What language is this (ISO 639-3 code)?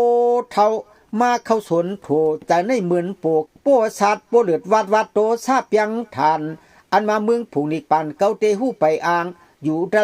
shn